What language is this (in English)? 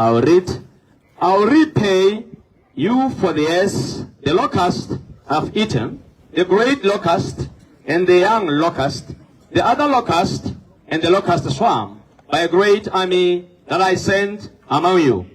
Tswana